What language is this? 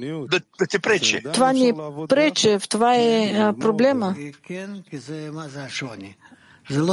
Bulgarian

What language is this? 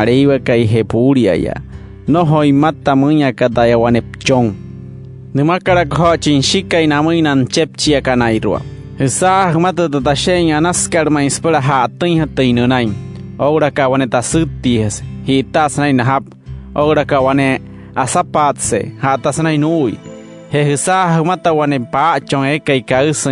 Wayuu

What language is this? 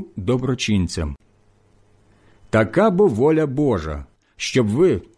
Ukrainian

